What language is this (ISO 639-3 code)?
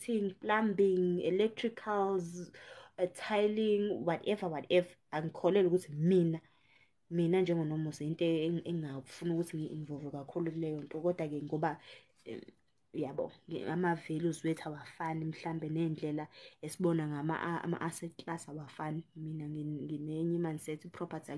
zul